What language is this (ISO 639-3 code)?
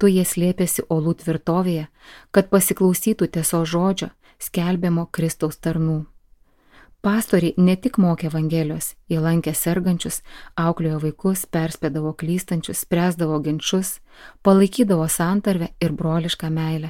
lit